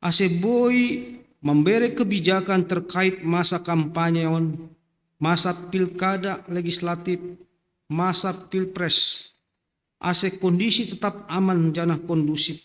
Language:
Batak Simalungun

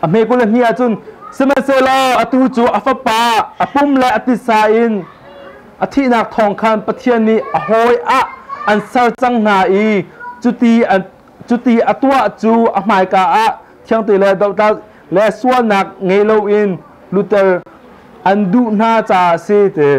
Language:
Hakha Chin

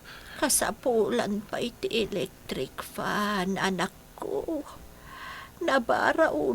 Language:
Iloko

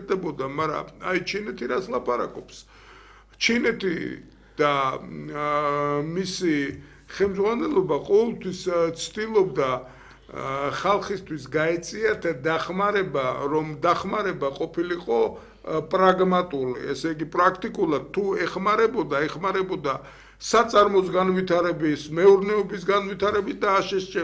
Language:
Georgian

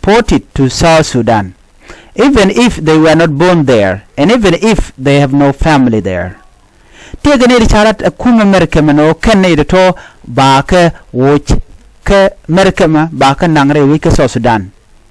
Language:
Nuer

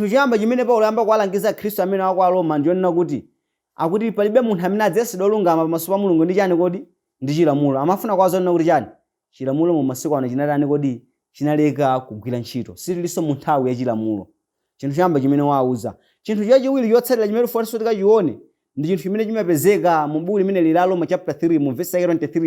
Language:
Nyanja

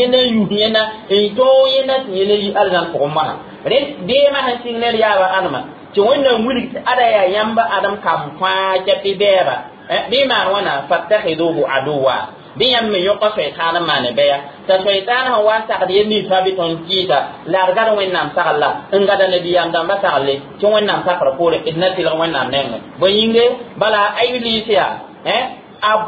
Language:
Mossi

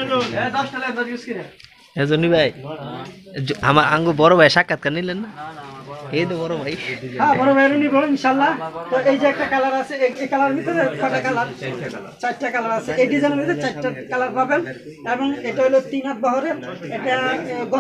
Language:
Bangla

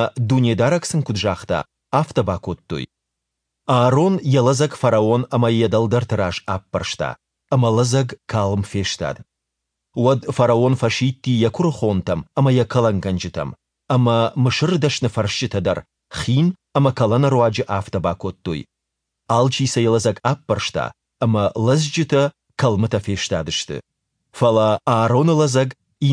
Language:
Ossetic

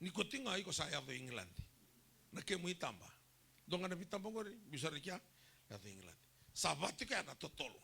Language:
Fijian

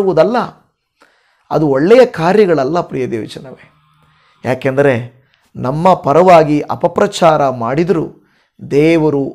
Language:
Kannada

